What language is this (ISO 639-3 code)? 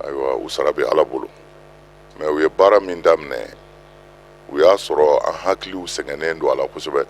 bam